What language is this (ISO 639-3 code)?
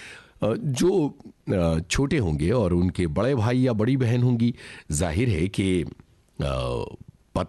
hin